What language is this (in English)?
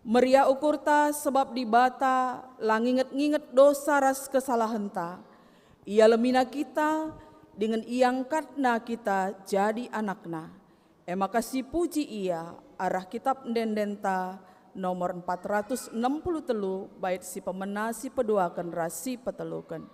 Batak Karo